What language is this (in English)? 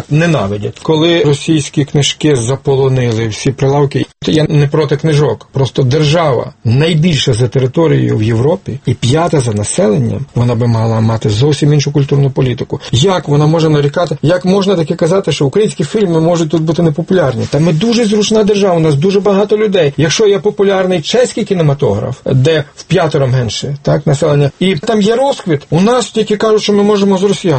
Ukrainian